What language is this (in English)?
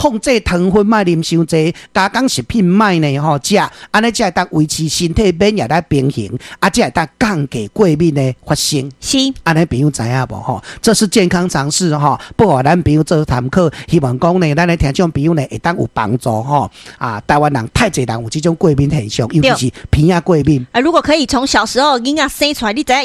Min Nan Chinese